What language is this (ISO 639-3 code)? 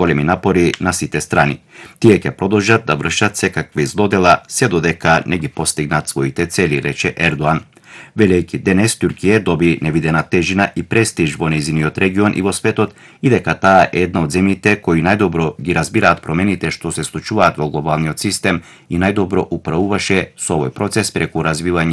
mkd